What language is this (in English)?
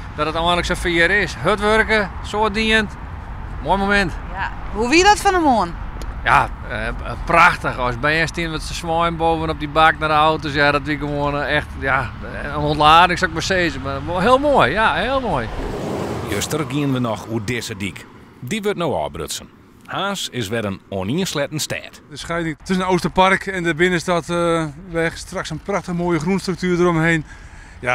Western Frisian